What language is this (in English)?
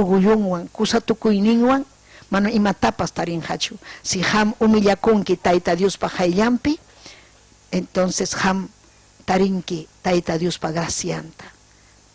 Ayacucho Quechua